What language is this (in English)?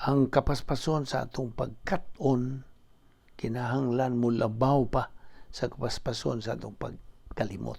Cebuano